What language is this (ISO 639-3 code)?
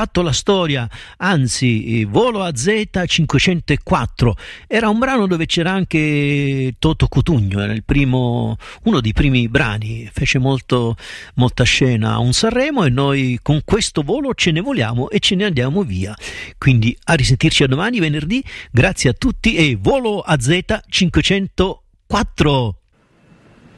ita